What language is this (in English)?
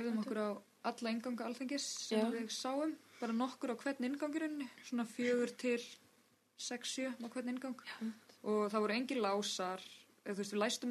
Icelandic